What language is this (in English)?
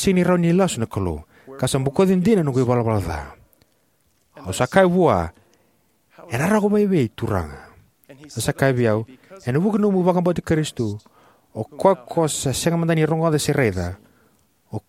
Fijian